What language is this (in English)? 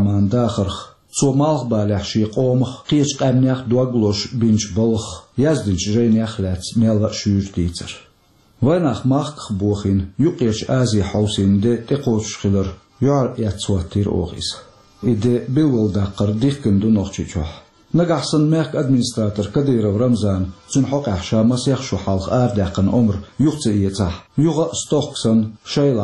Chechen